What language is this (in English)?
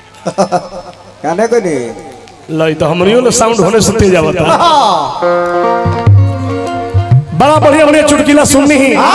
Bhojpuri